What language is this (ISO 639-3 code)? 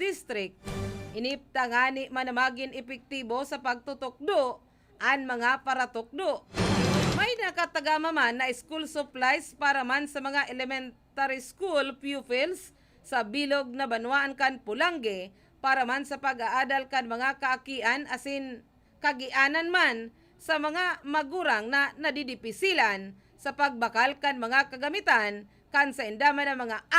bik